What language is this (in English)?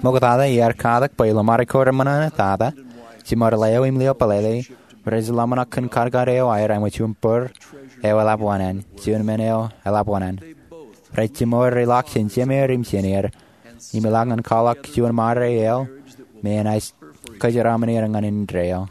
Marshallese